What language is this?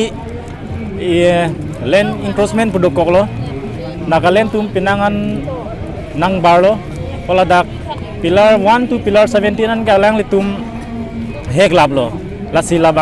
Karbi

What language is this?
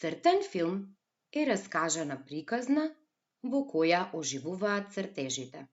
Macedonian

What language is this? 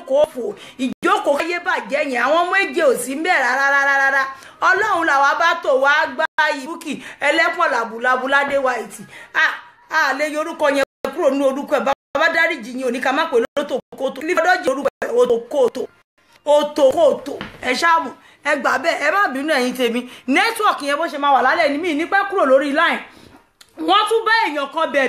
Yoruba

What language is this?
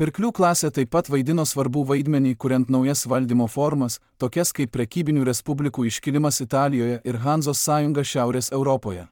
Lithuanian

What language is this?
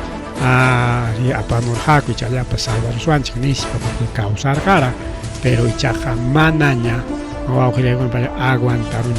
Ayacucho Quechua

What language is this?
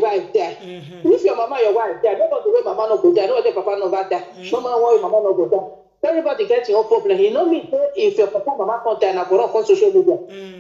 Nigerian Pidgin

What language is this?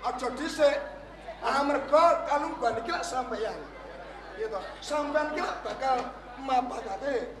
Javanese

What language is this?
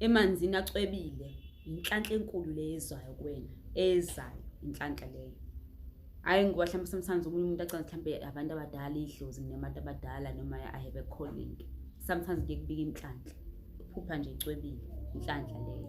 Zulu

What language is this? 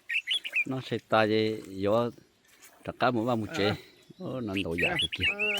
Hmong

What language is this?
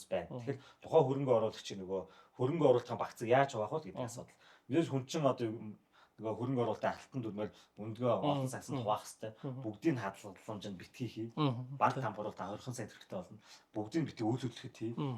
Mongolian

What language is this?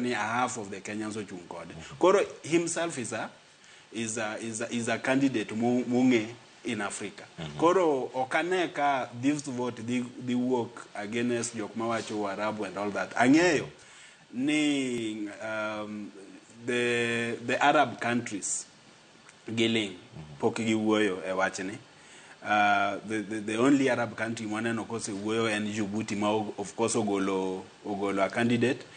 Luo (Kenya and Tanzania)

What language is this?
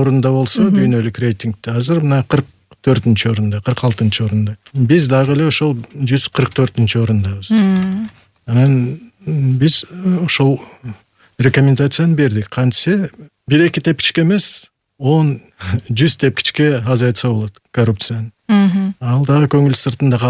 Kyrgyz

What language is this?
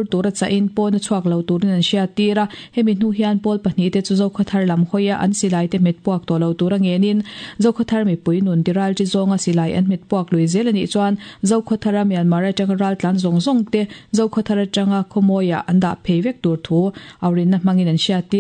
Mizo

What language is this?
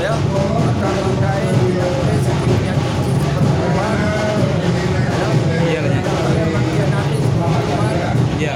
Minangkabau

